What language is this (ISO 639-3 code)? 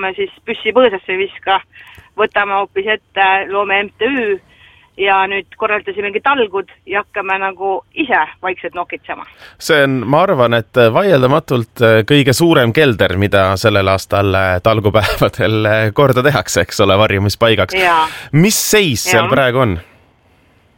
est